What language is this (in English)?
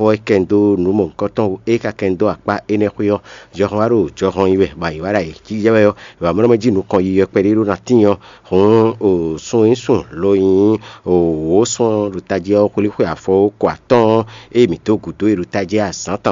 Fon